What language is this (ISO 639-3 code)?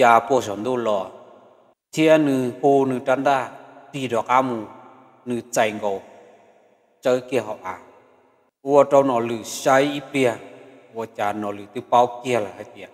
hmn